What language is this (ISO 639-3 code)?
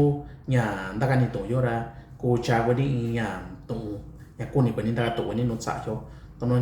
mix